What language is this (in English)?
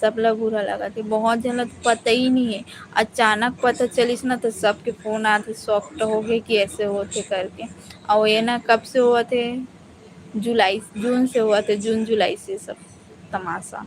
Chhattisgarhi